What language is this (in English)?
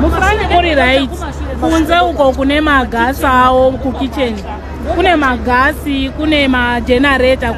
Shona